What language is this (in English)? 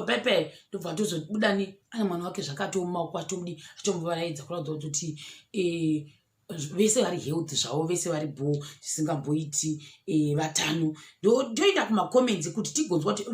Shona